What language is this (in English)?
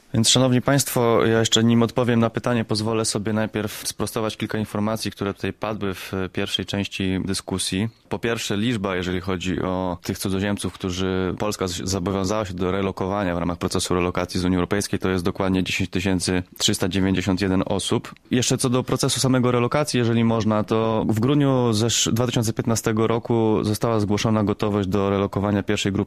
Polish